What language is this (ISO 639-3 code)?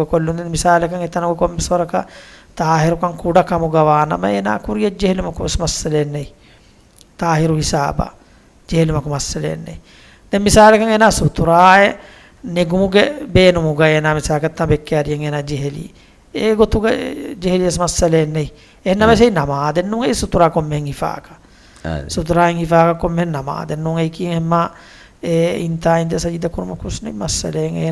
div